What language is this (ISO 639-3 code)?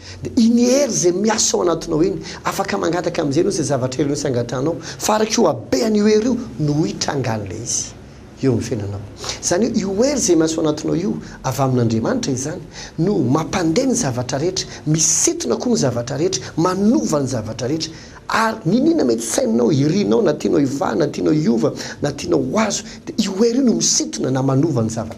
mlg